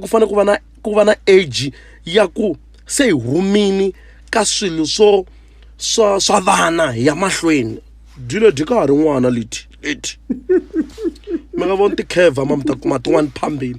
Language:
Tsonga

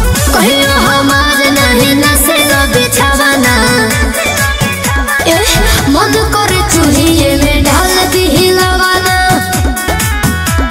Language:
Bhojpuri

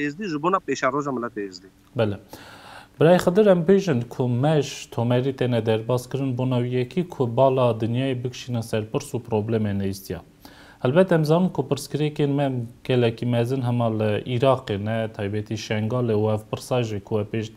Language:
Kurdish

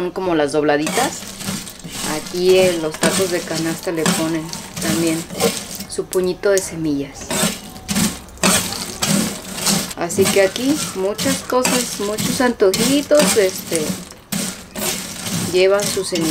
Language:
Spanish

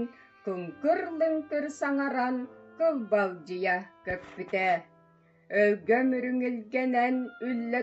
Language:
Yakut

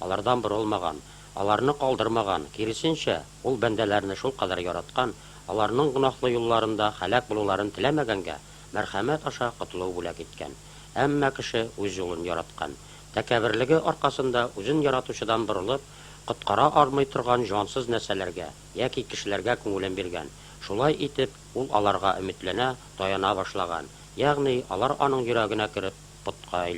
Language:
Tatar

